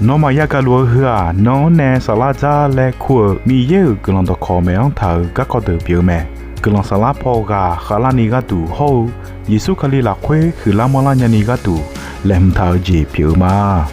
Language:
Akha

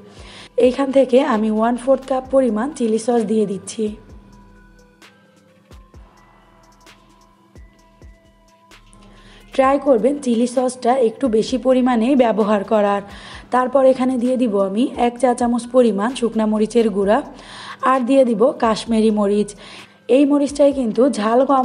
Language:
Bangla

